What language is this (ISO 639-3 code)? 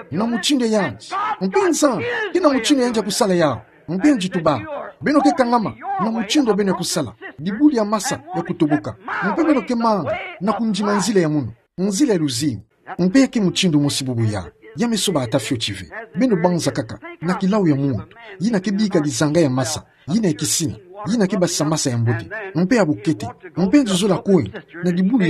ktu